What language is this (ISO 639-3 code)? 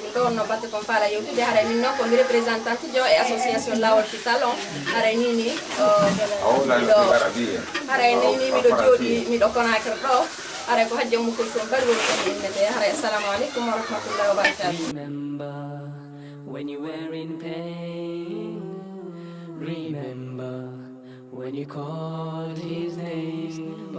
fuf